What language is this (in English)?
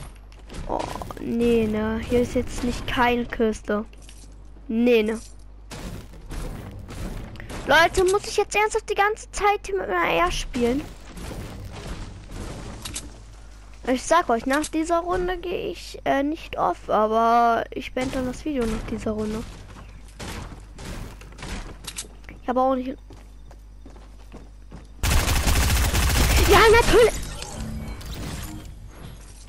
German